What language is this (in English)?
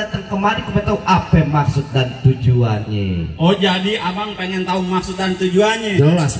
Betawi